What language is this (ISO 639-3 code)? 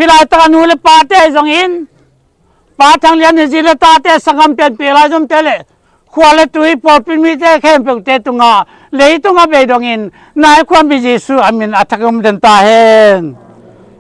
ctd